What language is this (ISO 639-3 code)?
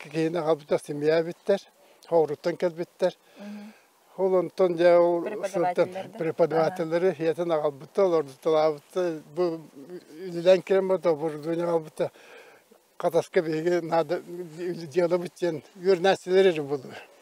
sah